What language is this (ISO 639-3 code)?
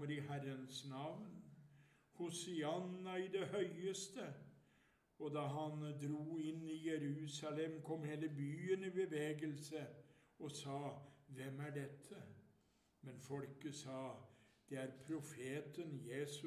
nor